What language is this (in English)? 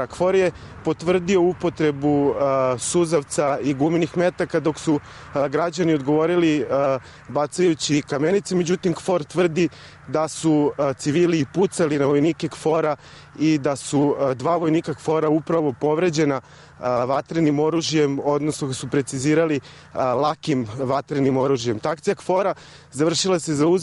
Serbian